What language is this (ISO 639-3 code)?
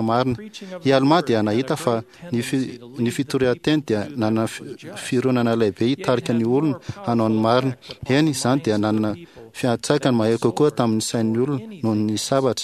mlg